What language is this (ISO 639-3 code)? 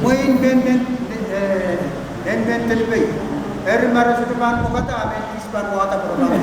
pon